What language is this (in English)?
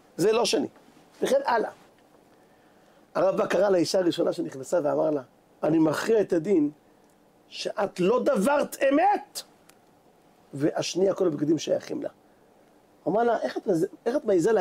Hebrew